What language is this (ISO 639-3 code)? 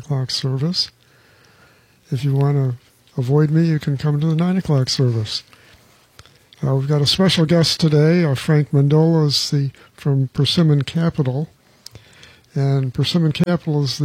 eng